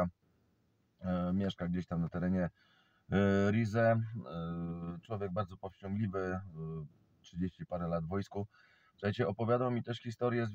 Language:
Polish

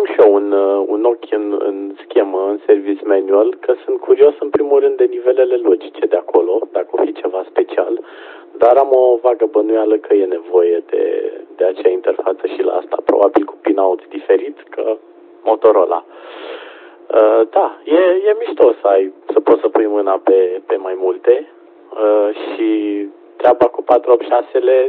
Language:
Romanian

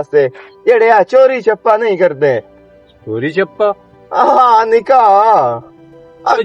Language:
Western Panjabi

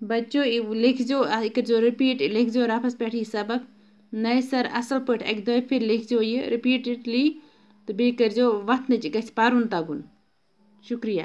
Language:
Kashmiri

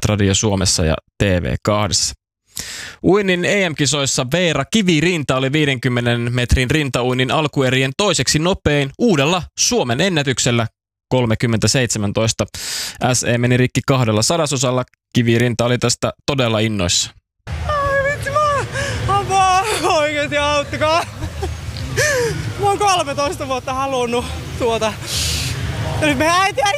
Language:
Finnish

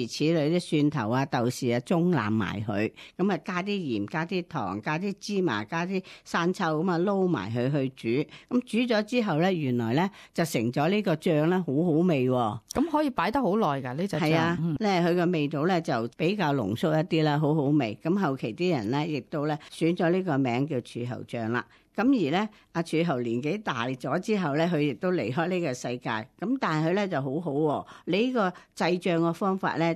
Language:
Cantonese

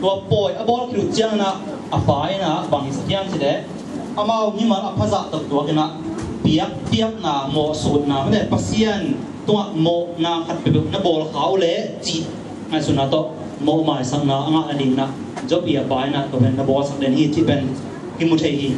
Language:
Tedim Chin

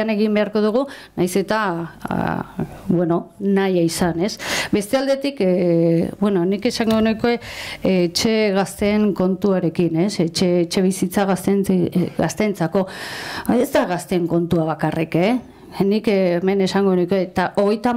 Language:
Basque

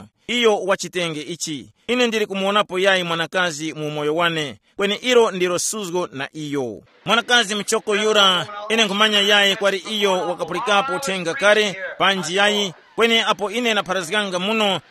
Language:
Tumbuka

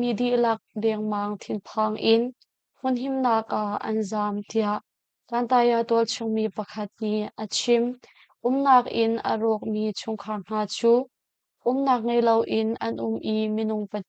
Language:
Hakha Chin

